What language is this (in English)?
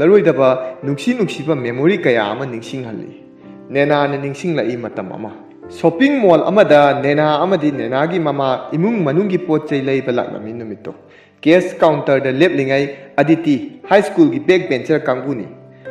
Manipuri